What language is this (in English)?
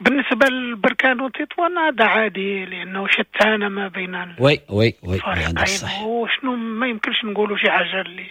Moroccan Arabic